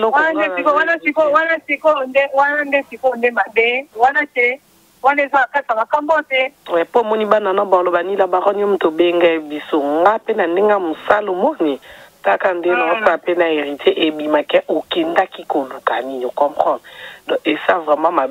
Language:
Lingala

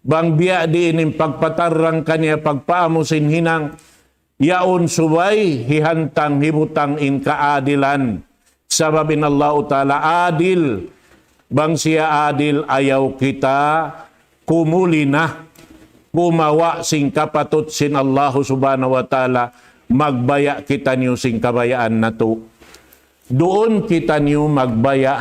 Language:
Tausug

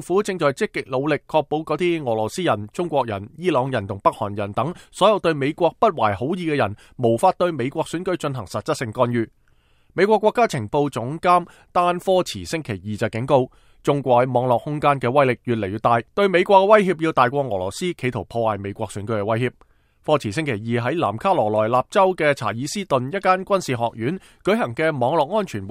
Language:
Cantonese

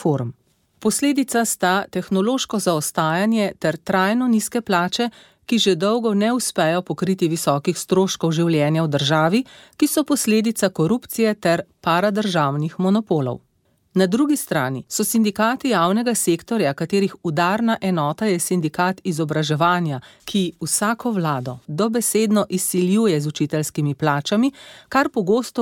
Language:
Slovenian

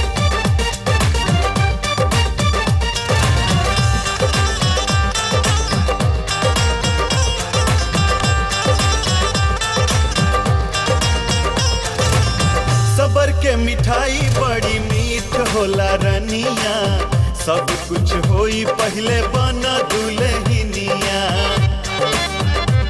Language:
Bhojpuri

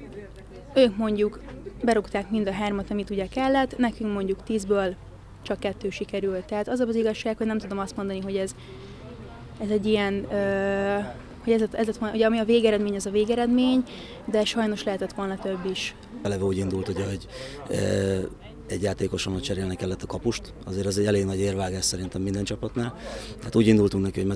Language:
Hungarian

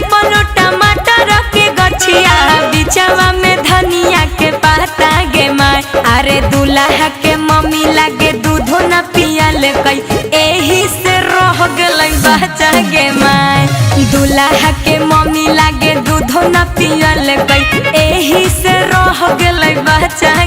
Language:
Magahi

